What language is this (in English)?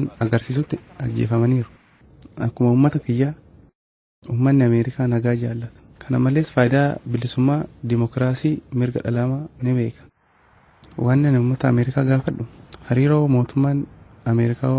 Oromo